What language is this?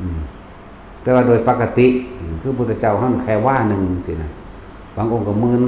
Northeastern Thai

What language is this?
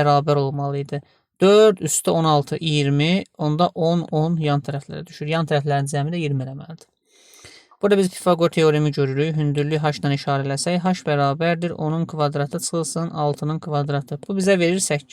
Azerbaijani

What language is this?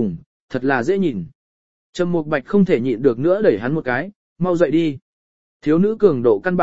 Vietnamese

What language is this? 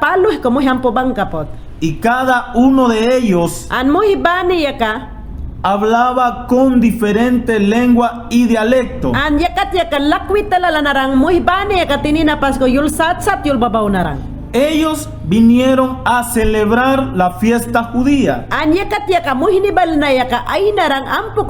Mayangna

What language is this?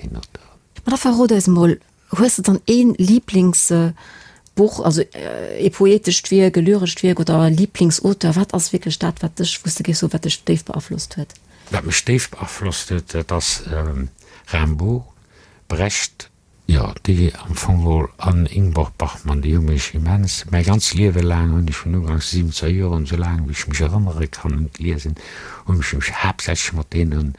Luxembourgish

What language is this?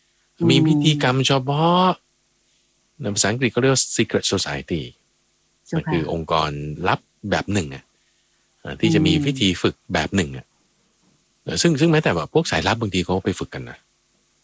Thai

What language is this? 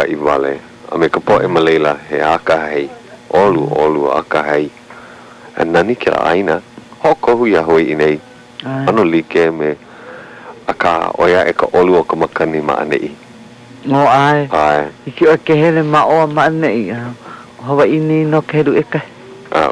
Hawaiian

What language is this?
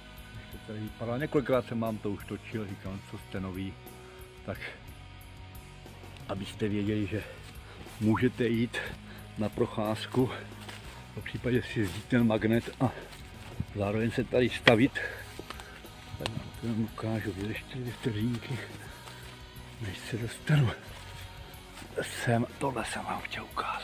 Czech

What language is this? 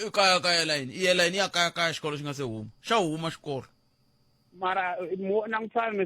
Tsonga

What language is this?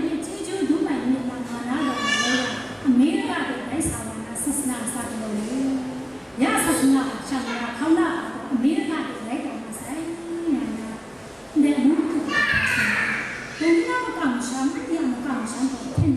Kachin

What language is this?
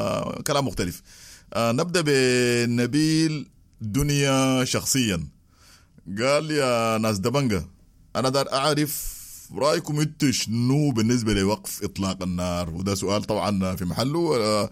Sudanese Arabic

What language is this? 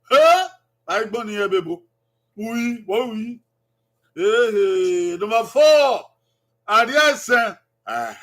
Bini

